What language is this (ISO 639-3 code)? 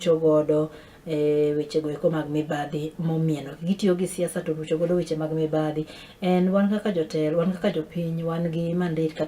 luo